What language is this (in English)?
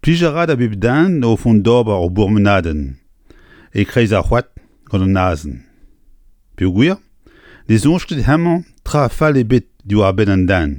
Breton